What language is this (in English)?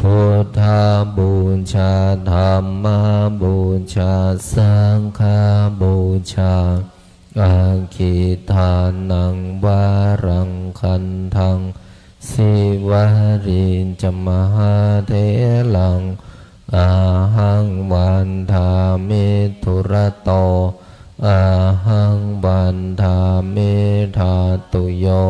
Pali